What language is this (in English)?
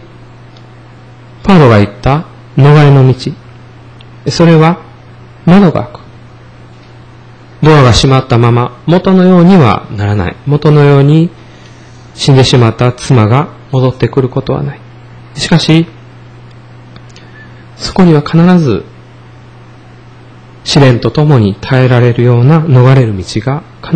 Japanese